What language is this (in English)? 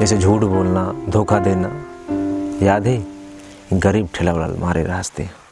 Chhattisgarhi